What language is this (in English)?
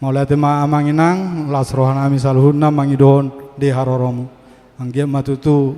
Batak Toba